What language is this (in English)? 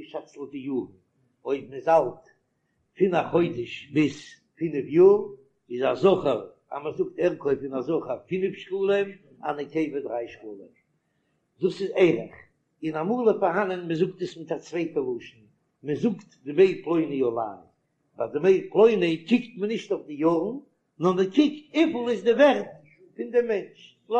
Yiddish